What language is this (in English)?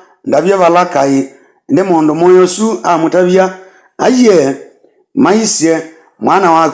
Kamba